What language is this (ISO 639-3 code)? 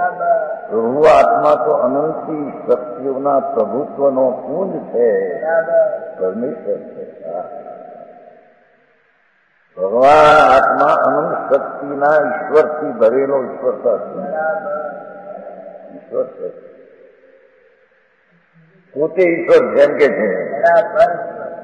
guj